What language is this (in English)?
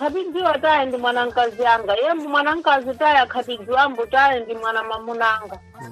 Sena